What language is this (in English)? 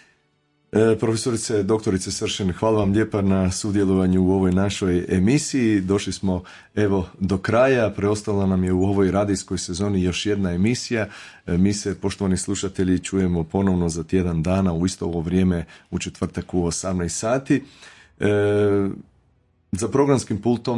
Croatian